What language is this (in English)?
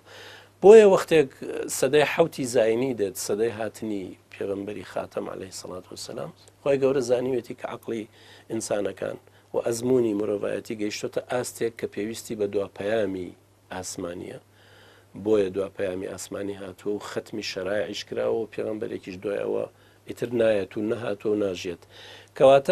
Central Kurdish